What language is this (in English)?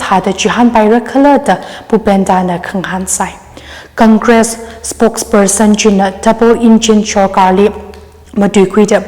Tangkhul Naga (India)